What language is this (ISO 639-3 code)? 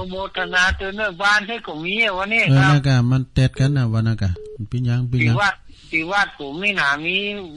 tha